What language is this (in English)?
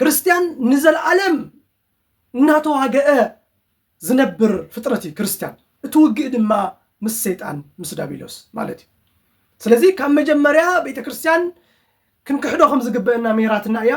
Tigrinya